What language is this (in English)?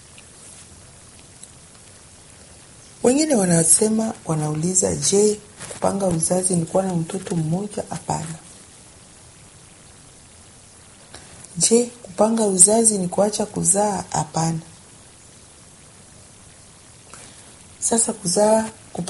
Swahili